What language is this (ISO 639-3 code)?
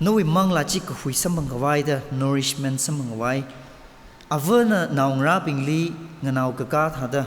nmf